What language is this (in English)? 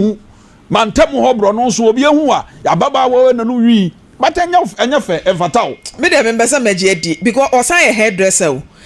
Akan